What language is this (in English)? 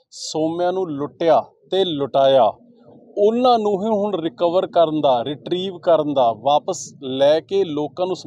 Punjabi